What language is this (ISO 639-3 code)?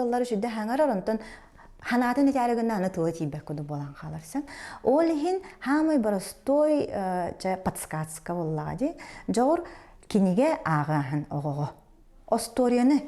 sah